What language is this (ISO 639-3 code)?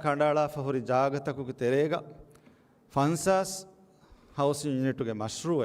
div